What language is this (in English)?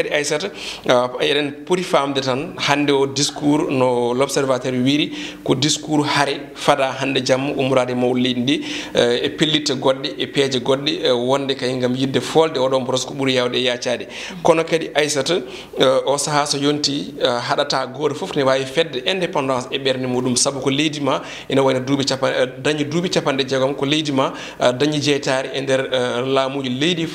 Fula